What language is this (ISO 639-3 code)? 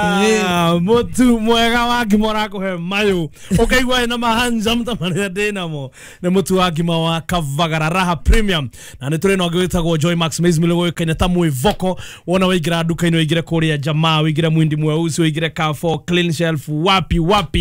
kik